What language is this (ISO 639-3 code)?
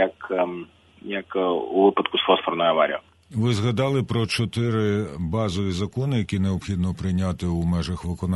ukr